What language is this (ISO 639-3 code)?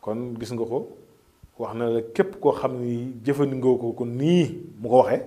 wol